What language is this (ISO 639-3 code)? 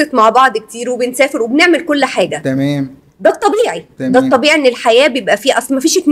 arz